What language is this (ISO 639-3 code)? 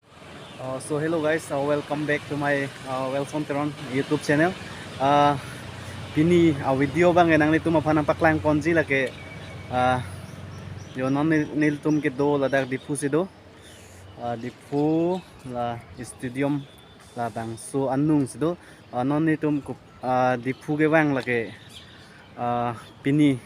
mjw